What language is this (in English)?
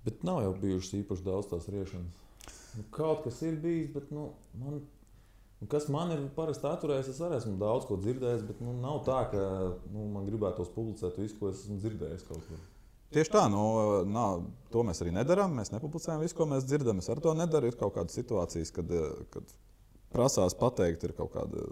Latvian